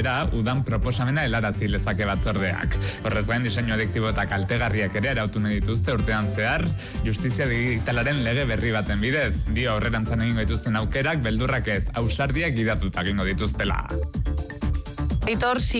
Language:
Basque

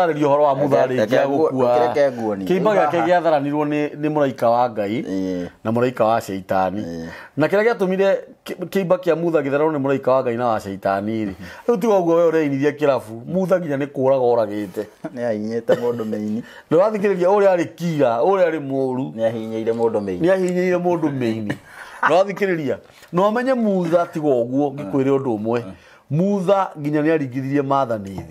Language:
Kikuyu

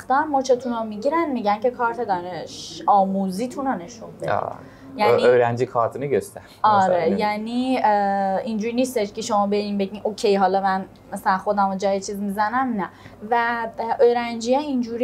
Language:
Persian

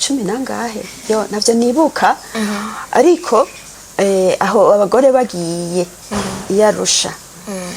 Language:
Rundi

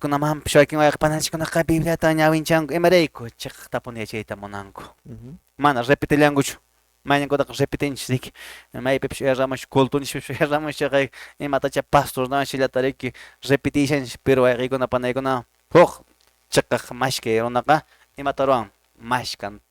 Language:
Quechua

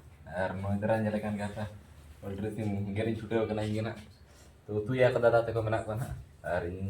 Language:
Santali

